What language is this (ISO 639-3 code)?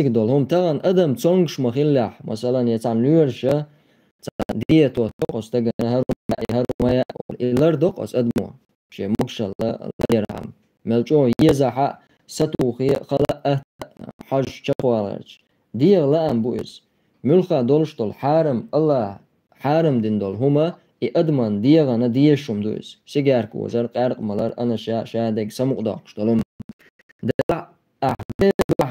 che